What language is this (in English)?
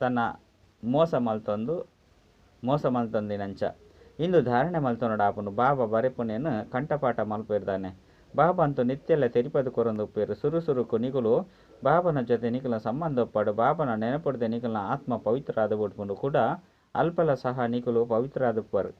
Tulu